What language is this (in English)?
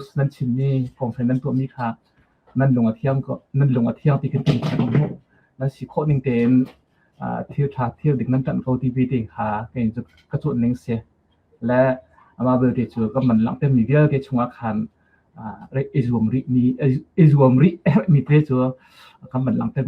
Hakha Chin